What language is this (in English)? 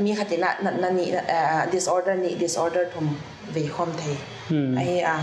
Paite Chin